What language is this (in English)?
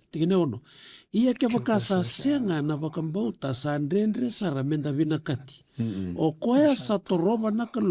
Fijian